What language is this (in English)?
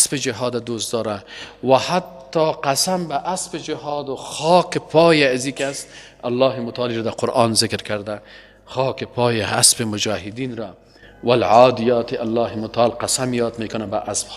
Persian